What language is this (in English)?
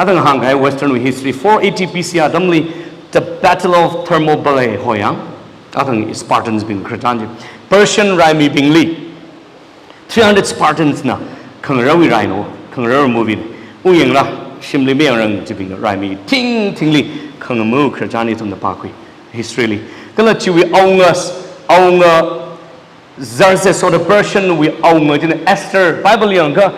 Tangkhul Naga (India)